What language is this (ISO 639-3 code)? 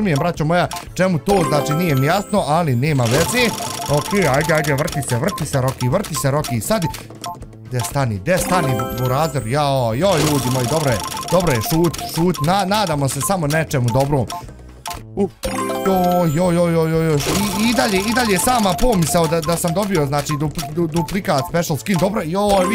bos